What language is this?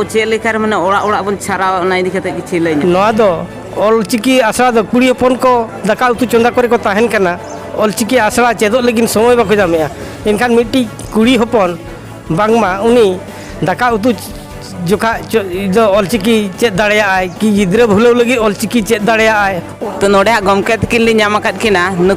Santali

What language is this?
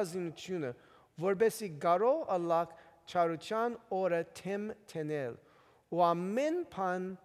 Western Armenian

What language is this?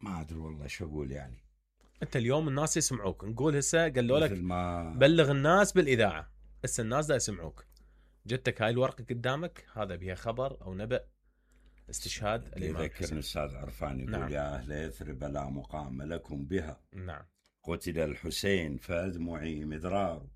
Mesopotamian Arabic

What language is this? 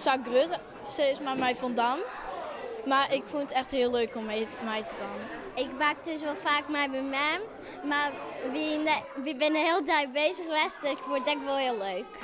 Western Frisian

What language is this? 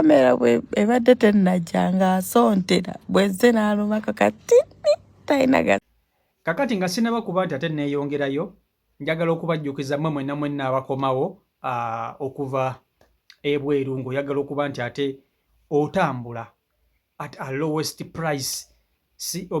Ganda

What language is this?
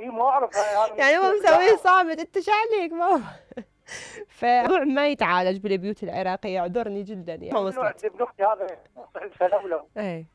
Mesopotamian Arabic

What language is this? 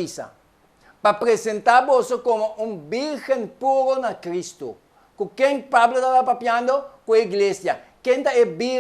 Papiamento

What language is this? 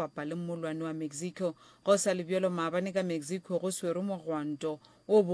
Northern Sotho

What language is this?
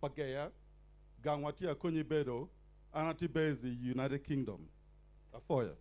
Acoli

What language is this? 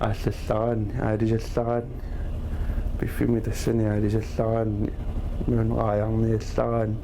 Kalaallisut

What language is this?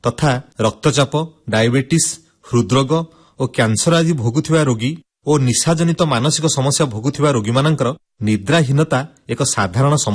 Odia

